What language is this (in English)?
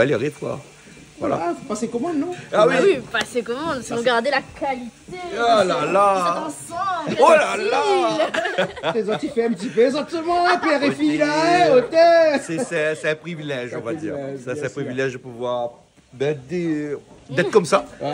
Réunion Creole French